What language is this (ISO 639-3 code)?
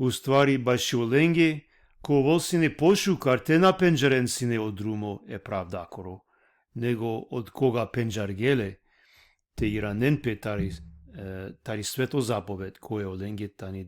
rmn